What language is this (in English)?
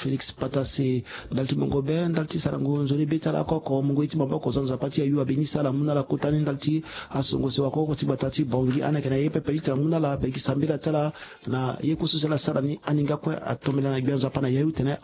Sango